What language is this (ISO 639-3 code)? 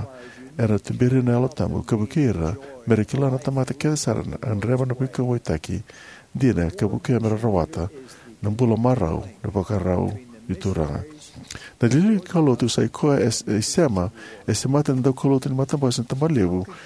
fij